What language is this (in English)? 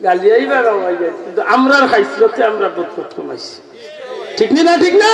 Sylheti